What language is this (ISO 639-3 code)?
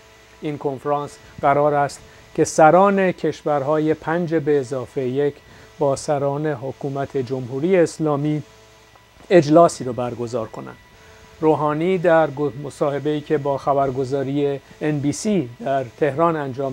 fas